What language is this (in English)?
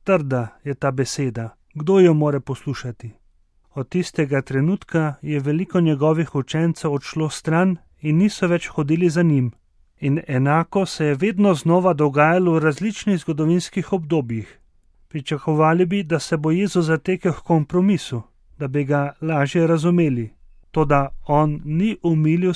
Slovenian